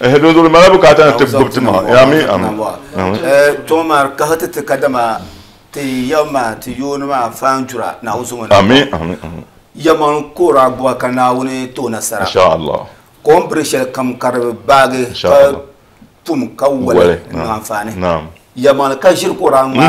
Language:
Dagbani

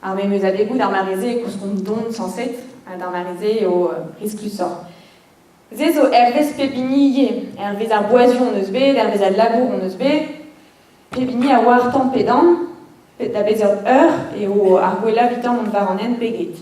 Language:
Breton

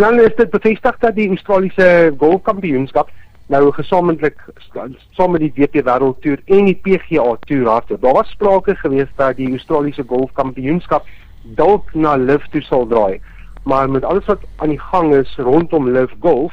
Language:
Afrikaans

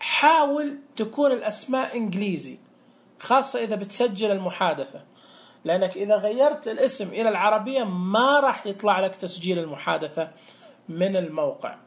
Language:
Najdi Arabic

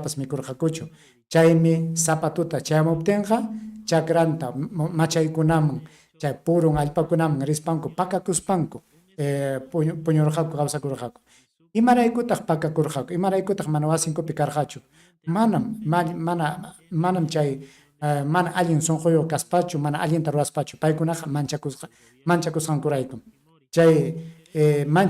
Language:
Ayacucho Quechua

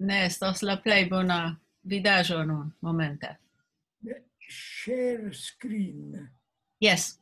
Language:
Esperanto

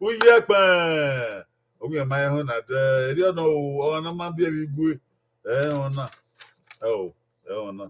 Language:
Bini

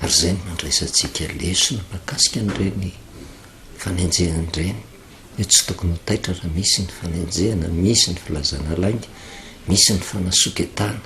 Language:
Malagasy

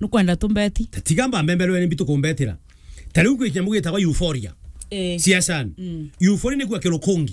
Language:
Meru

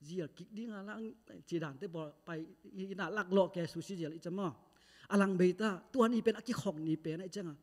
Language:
Tedim Chin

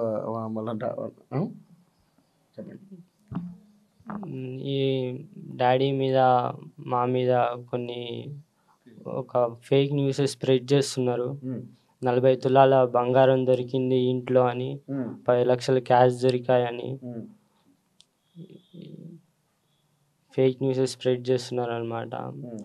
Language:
Telugu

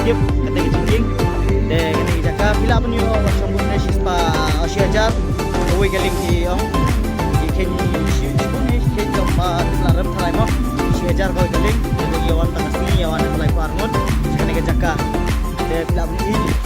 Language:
Khasi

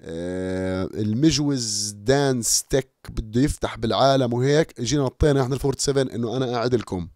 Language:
North Levantine Arabic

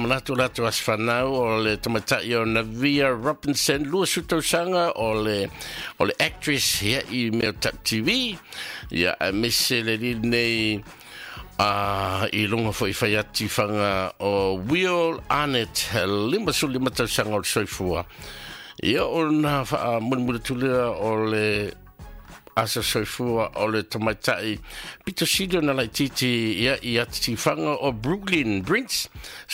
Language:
Samoan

